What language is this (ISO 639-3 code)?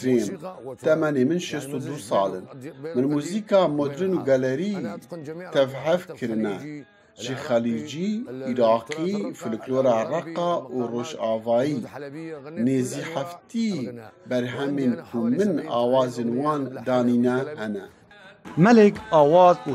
kur